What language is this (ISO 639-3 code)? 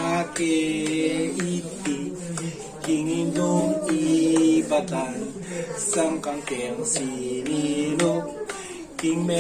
pam